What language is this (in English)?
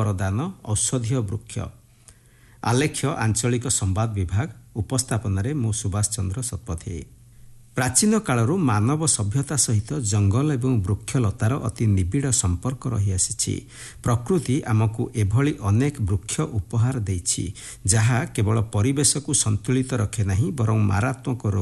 Odia